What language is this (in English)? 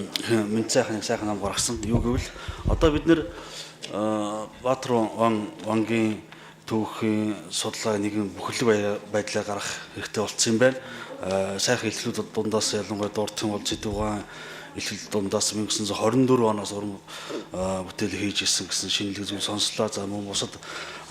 Mongolian